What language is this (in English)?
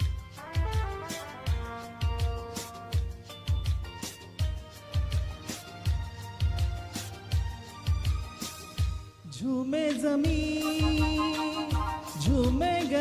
Hindi